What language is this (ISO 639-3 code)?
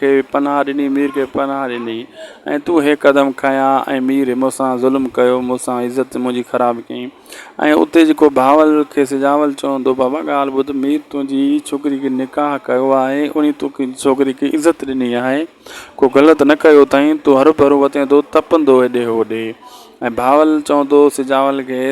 snd